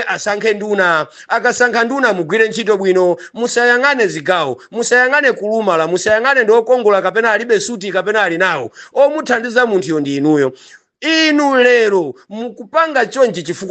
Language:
Nyanja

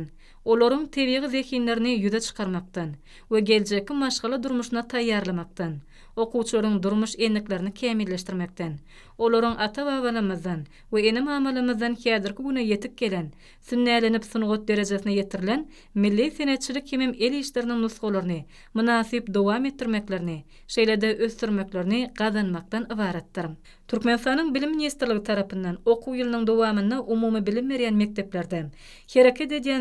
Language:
Turkmen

